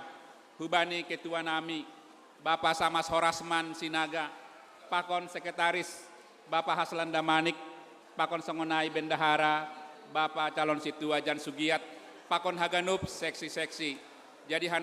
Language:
Batak Simalungun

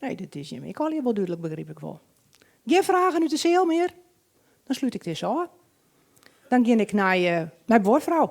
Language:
Western Frisian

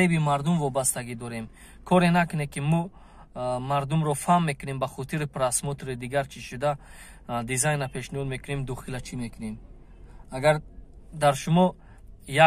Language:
Tajik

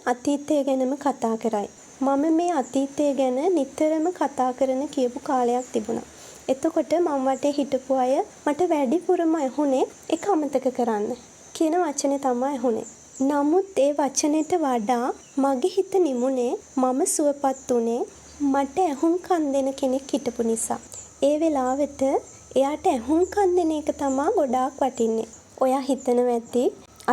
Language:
Sinhala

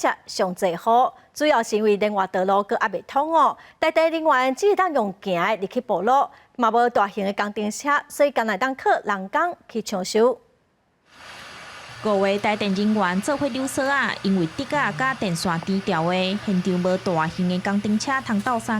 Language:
Min Nan Chinese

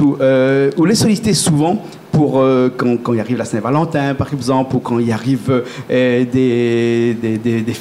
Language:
Réunion Creole French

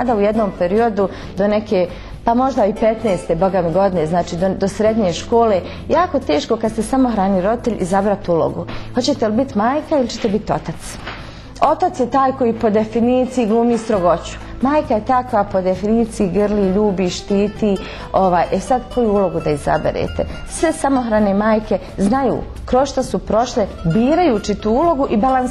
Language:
Bosnian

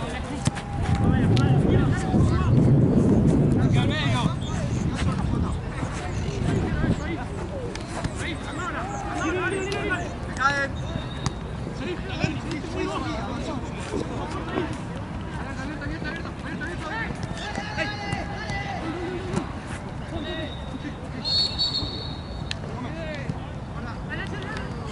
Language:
Spanish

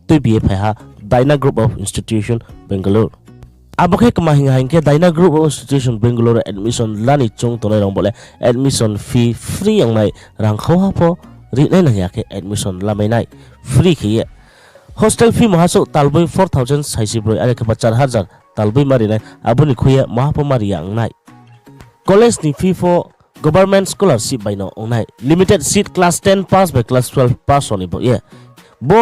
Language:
Riang (India)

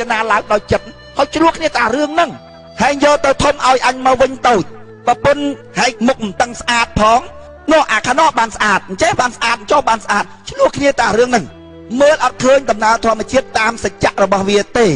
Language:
Khmer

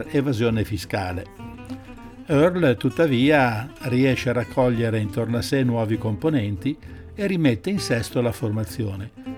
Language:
Italian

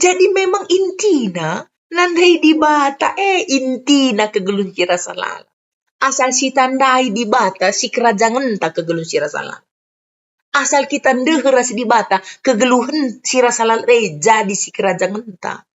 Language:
Batak Karo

